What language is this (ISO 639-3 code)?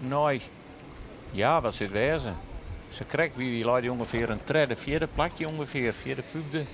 fry